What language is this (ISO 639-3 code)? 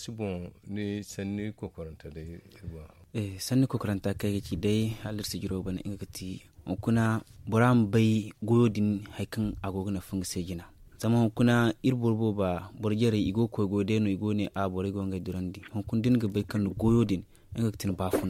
dje